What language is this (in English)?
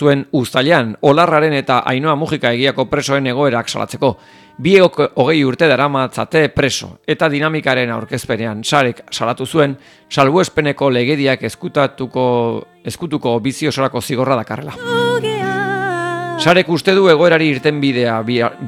Basque